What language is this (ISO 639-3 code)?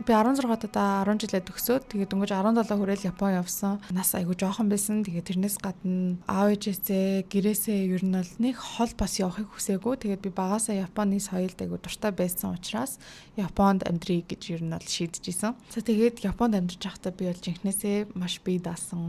mon